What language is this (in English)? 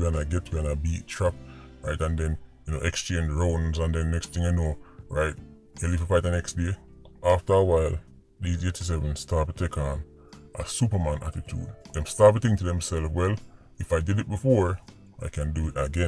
Jamaican Creole English